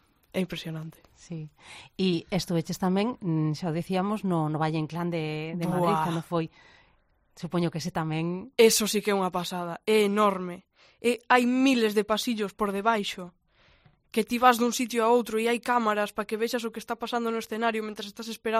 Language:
Galician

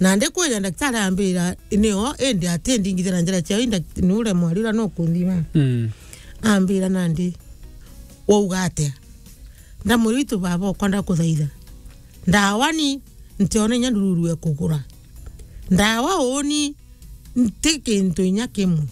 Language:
Meru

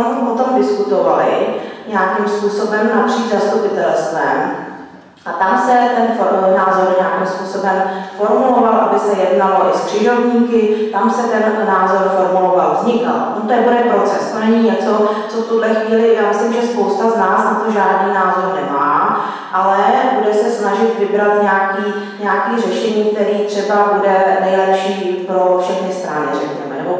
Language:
Czech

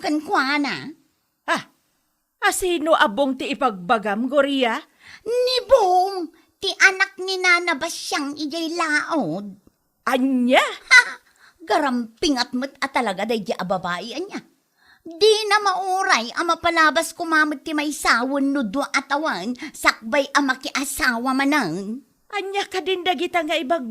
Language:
Iloko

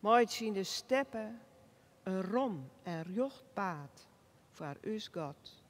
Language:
Western Frisian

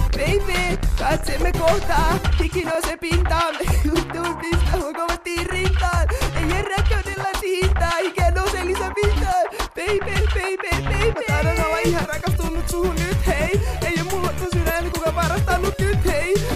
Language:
Finnish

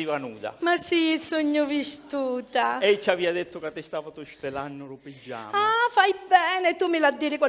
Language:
Sicilian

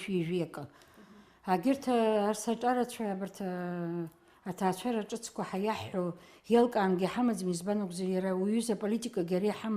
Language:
Abkhazian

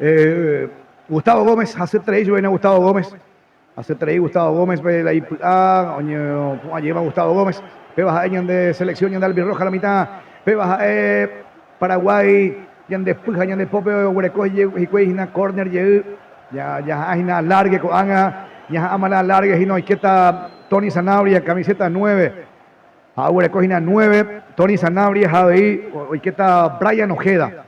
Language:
Guarani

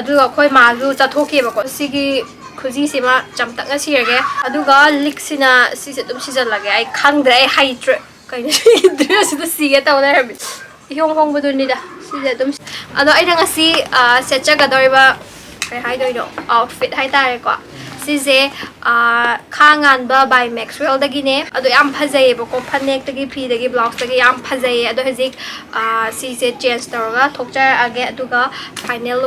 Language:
Manipuri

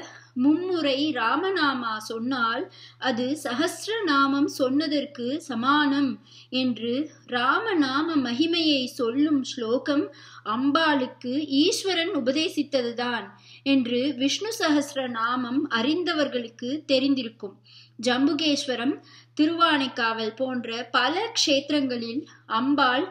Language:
Tamil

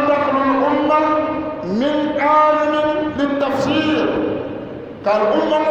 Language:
Dagbani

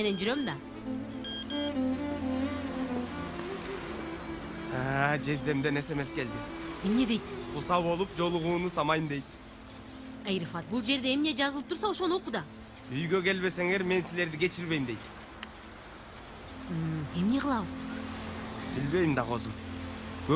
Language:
Kyrgyz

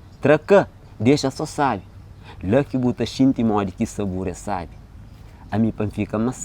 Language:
Kabuverdianu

